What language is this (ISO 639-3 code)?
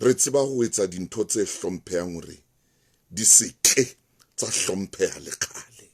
sot